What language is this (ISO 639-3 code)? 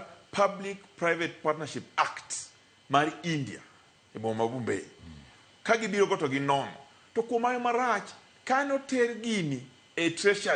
luo